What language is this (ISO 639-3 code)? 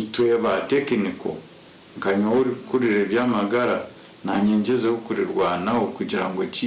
nyn